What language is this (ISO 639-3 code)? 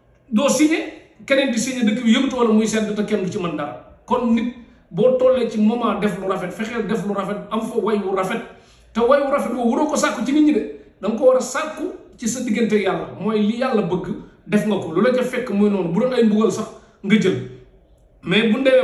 wol